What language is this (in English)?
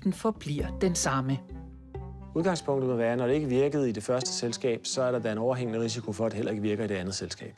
Danish